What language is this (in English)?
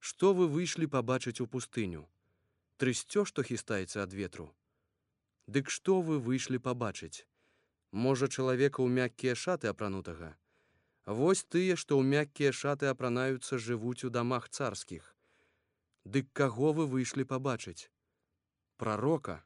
Belarusian